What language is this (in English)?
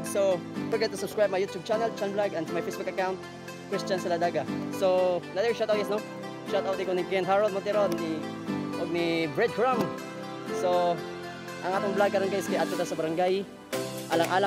Cebuano